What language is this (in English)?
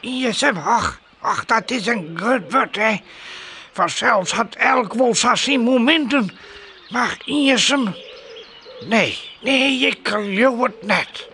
Western Frisian